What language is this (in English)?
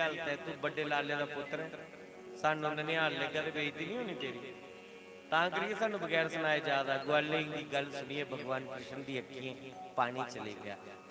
Dogri